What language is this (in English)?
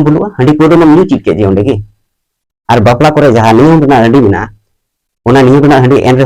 Santali